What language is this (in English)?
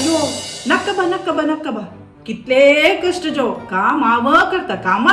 Konkani